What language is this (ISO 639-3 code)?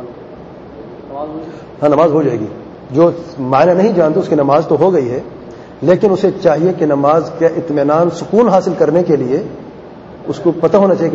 urd